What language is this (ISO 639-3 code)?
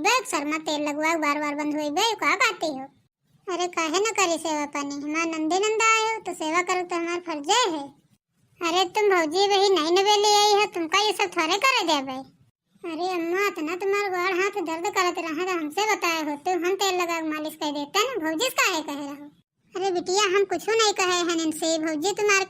awa